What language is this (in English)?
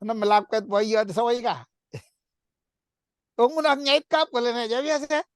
Kalenjin